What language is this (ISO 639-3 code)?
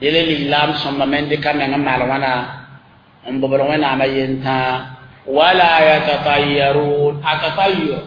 mos